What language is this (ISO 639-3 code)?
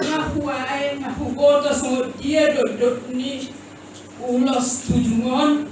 bbc